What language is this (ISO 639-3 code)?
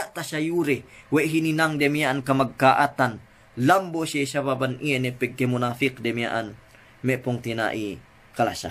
yka